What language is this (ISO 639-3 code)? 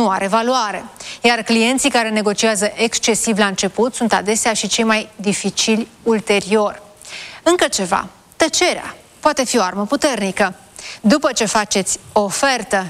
ron